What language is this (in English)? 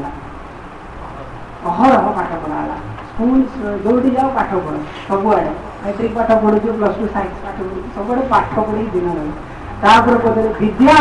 Odia